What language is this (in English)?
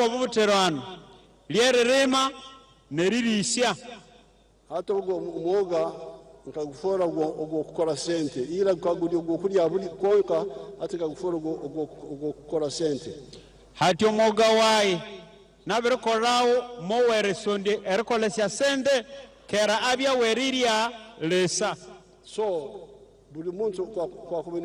Nyankole